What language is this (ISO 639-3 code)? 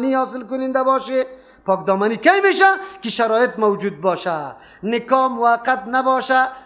fas